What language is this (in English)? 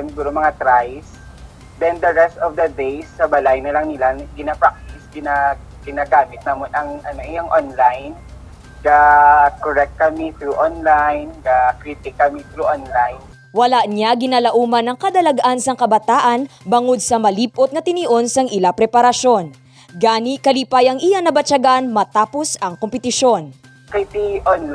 Hiligaynon